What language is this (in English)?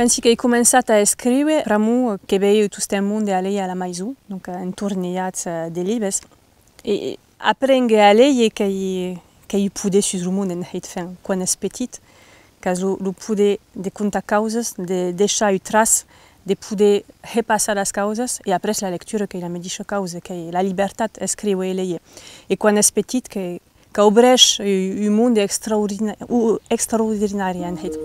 Occitan